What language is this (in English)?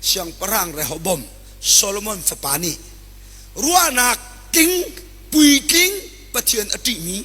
Hakha Chin